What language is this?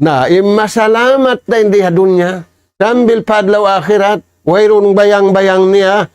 Tausug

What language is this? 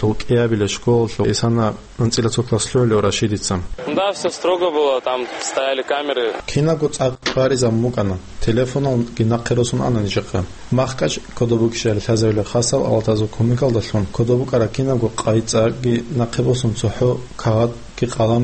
Avaric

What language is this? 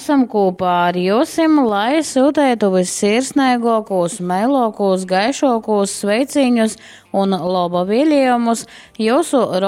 Latgalian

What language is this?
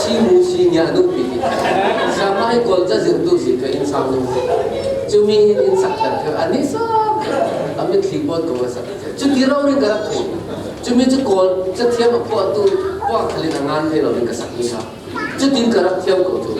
Falam Chin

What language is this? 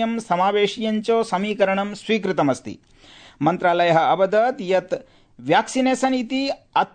Sanskrit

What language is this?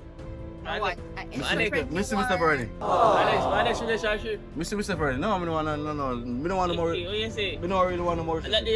Jamaican Creole English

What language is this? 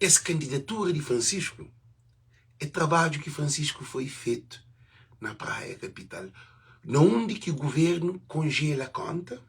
Kabuverdianu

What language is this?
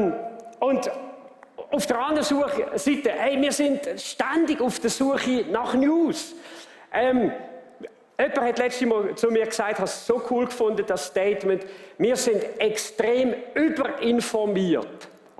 Swiss German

